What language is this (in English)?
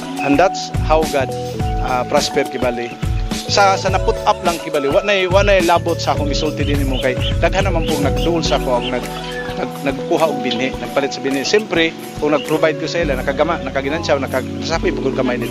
Cebuano